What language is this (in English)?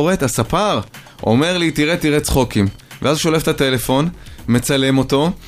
Hebrew